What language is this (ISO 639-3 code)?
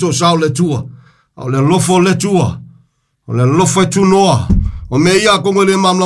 smo